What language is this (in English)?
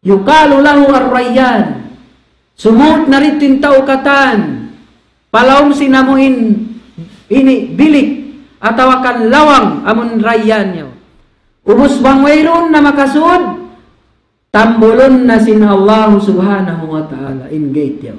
Tausug